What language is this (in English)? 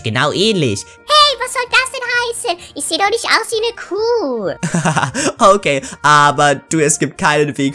German